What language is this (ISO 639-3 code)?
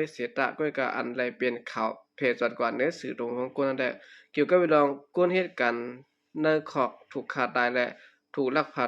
shn